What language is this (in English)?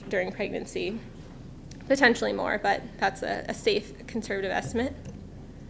English